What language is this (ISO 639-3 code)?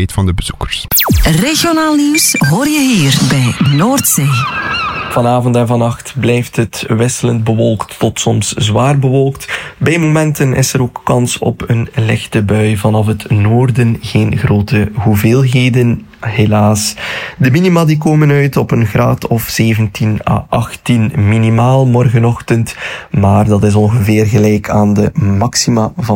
nld